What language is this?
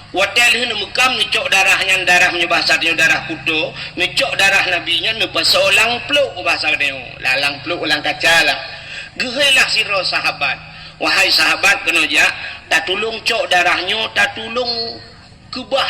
Achinese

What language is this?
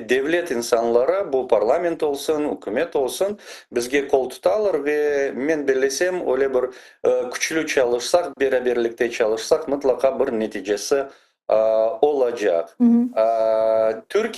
Crimean Tatar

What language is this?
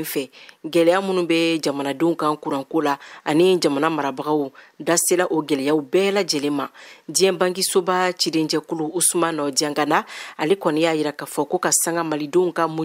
Bambara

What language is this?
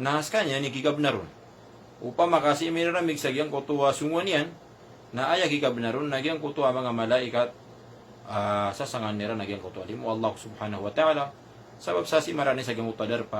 Maranao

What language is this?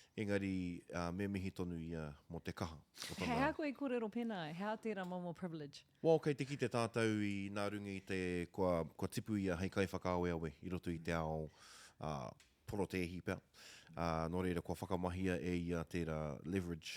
Māori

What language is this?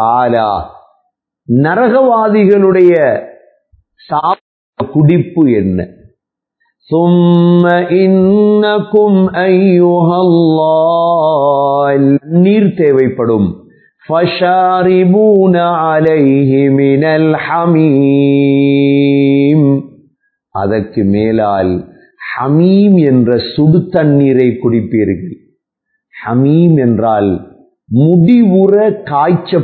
Tamil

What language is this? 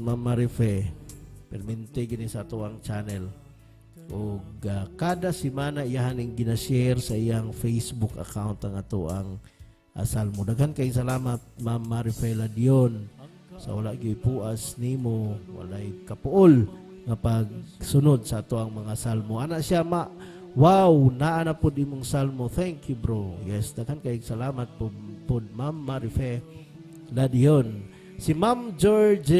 Cebuano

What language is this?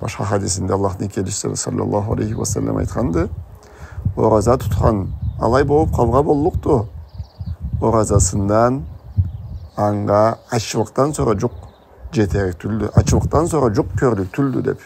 Karachay-Balkar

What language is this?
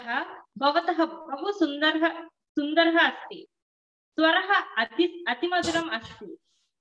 Sanskrit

